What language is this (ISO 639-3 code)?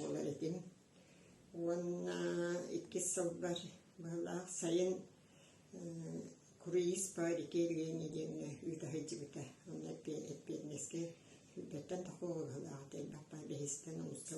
sah